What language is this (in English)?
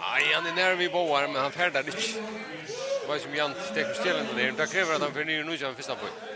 Faroese